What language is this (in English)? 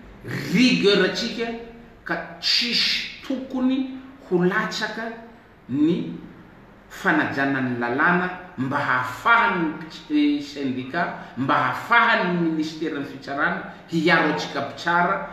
Malagasy